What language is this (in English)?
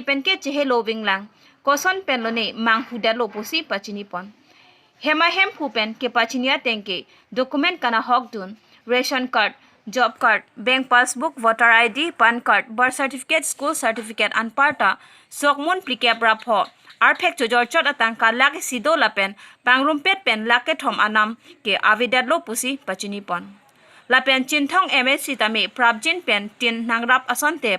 Karbi